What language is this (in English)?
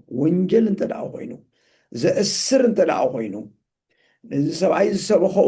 Tigrinya